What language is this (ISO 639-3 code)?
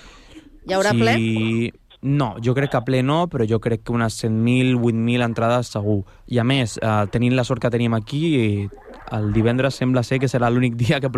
cat